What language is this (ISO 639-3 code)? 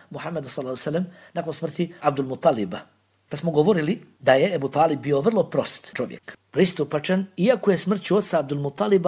bos